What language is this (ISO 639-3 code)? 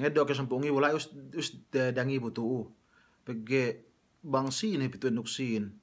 yka